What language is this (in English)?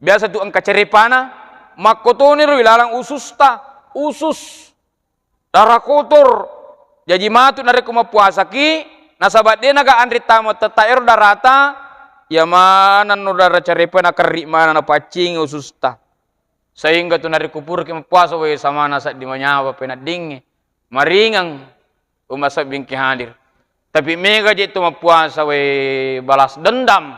Buginese